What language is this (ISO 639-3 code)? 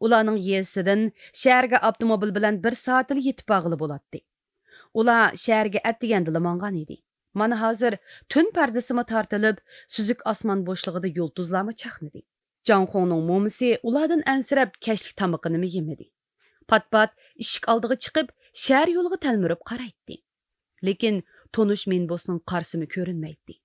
uig